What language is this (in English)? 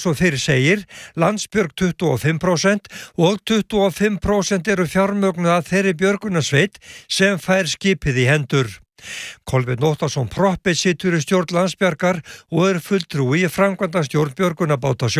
Icelandic